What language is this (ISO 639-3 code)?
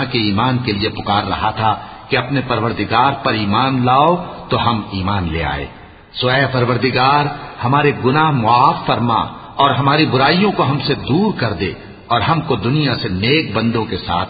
urd